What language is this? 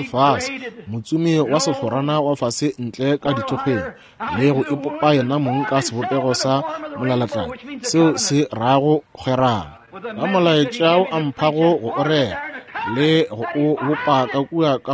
Northern Sotho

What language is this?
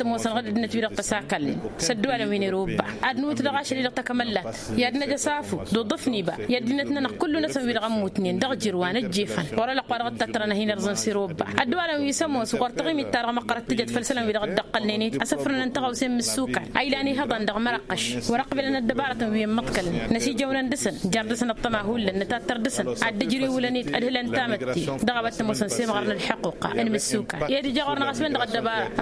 Tamasheq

